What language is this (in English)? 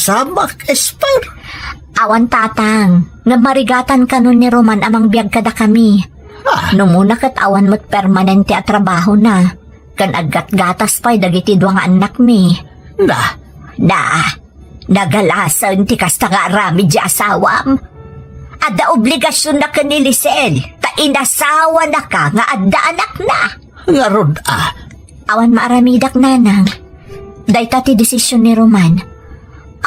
Iloko